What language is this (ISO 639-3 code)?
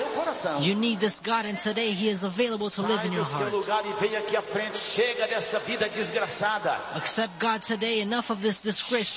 por